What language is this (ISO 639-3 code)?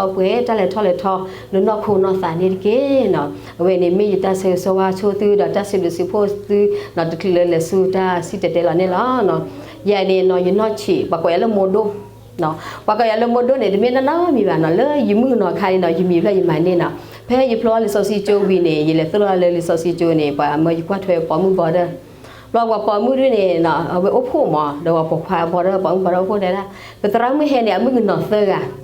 ksw